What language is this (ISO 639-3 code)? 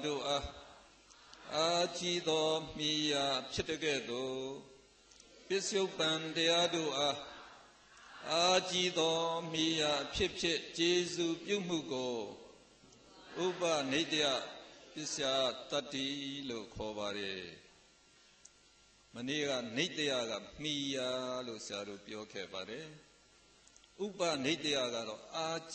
mya